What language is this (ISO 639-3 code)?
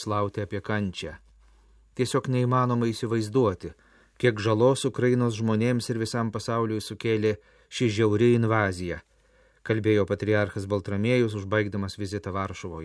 lit